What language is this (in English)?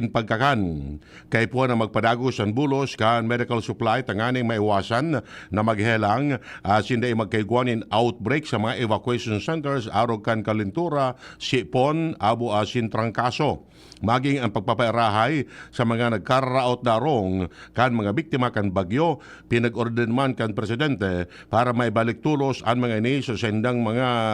Bikol